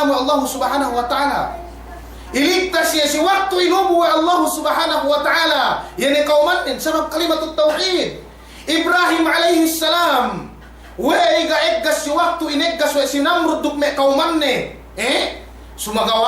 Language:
Yakan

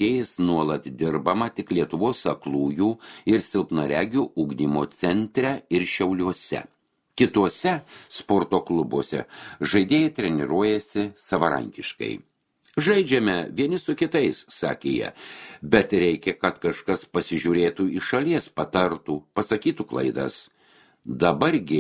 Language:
Lithuanian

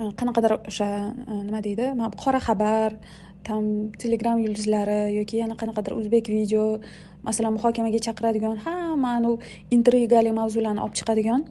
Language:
Uzbek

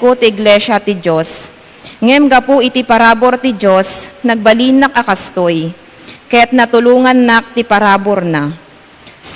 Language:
Iloko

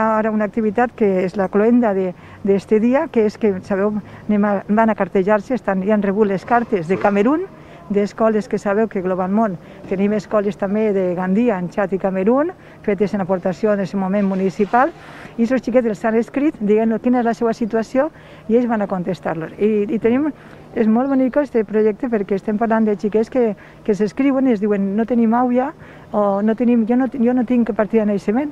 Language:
Catalan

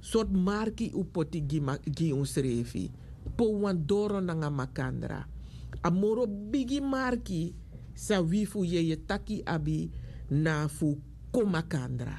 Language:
Sranan Tongo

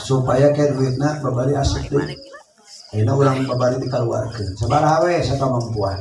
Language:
Sundanese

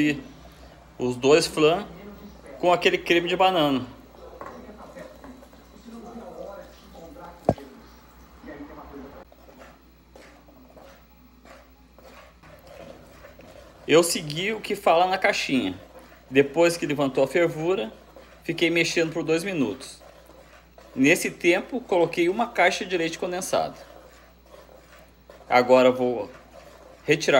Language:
Portuguese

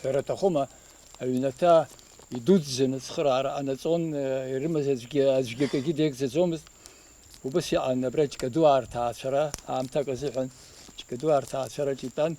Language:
Abkhazian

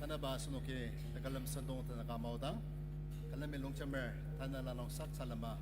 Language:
Ao Naga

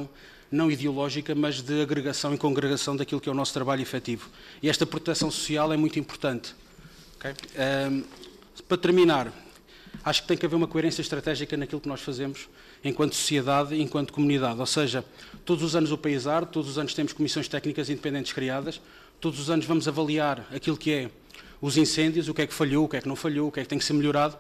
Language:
Portuguese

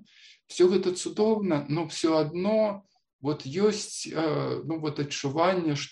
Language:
Belarusian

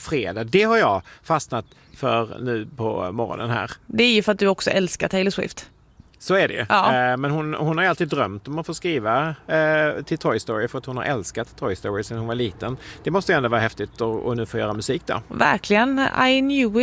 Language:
Swedish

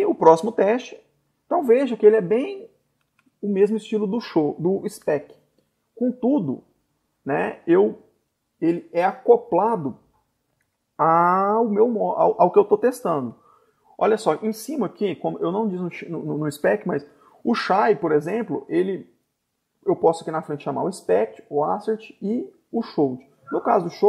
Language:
Portuguese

